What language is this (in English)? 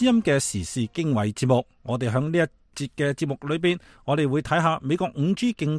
Cantonese